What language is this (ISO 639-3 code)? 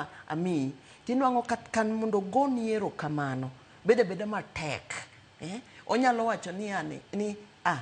luo